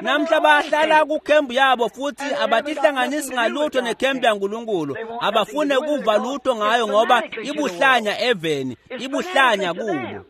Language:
Swati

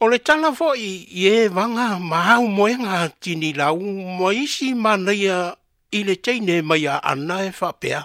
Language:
Samoan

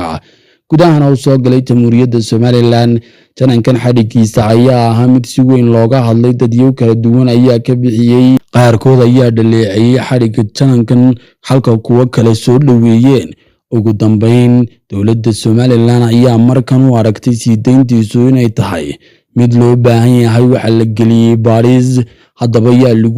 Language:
Somali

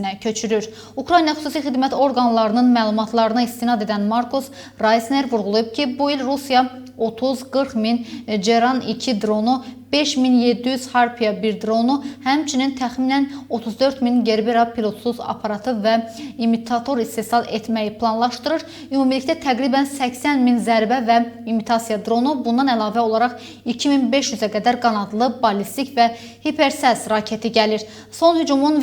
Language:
Azerbaijani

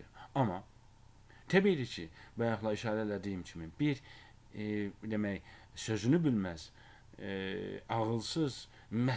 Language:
Azerbaijani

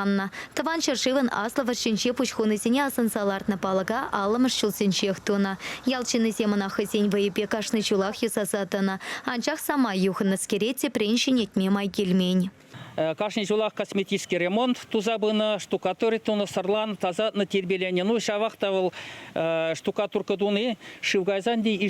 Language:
Chuvash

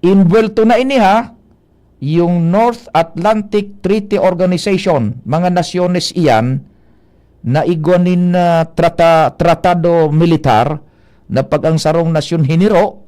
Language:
Bikol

